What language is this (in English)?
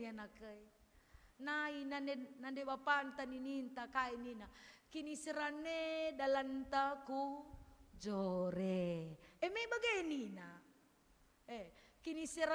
Batak Karo